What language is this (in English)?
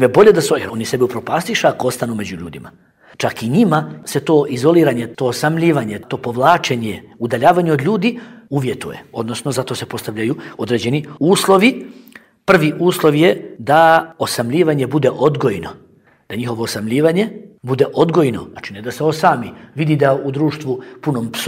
Bosnian